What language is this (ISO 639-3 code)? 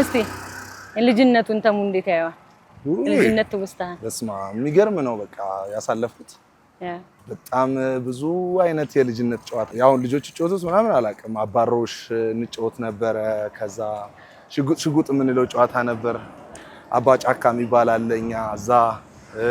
amh